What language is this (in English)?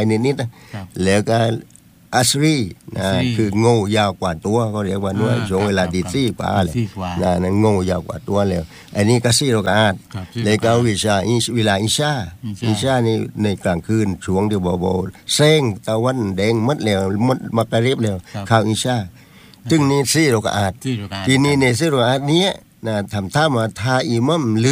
Thai